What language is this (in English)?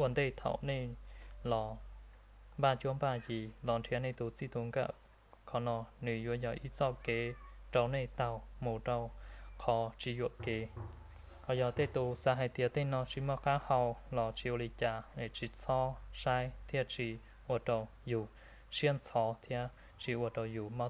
Hmong